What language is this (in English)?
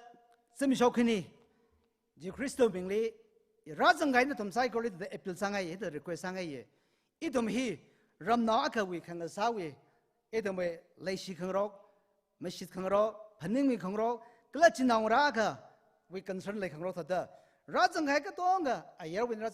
Tangkhul Naga (India)